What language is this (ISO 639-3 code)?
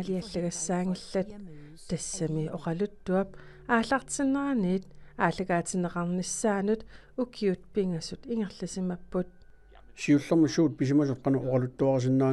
kal